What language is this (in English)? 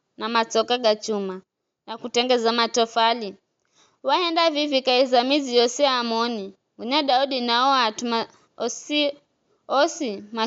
Giryama